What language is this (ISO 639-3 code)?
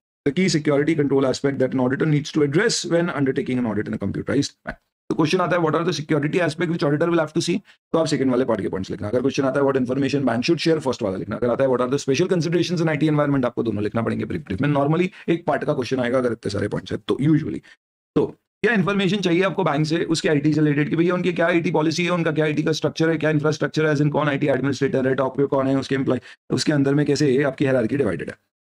hin